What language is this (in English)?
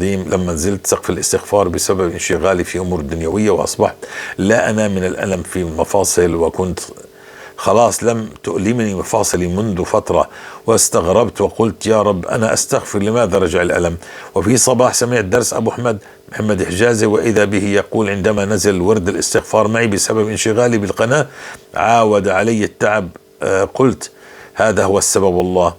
North Levantine Arabic